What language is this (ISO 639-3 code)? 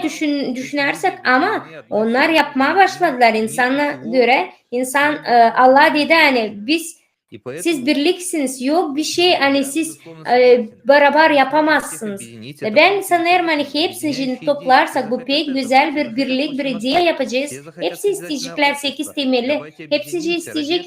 gag